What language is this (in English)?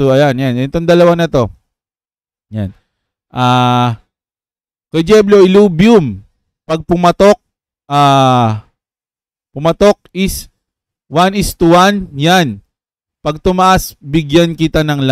Filipino